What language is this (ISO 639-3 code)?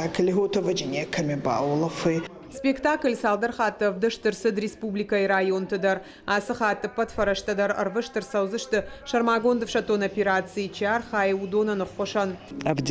oss